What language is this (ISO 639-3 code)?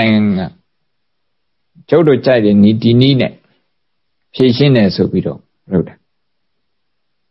mya